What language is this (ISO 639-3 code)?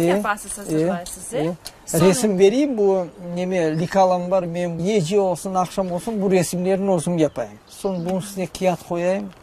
crh